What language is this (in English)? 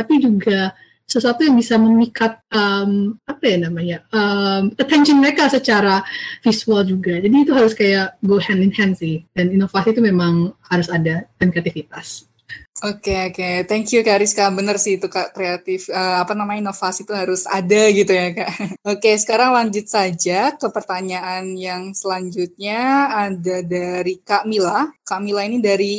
Indonesian